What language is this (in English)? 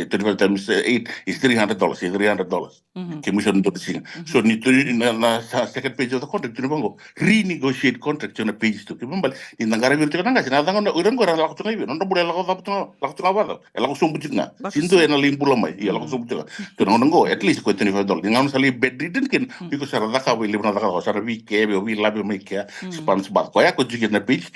Fijian